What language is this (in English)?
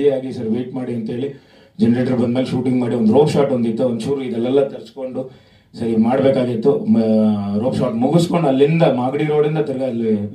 Kannada